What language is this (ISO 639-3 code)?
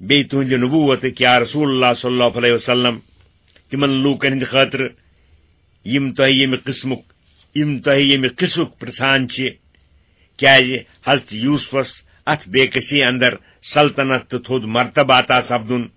kas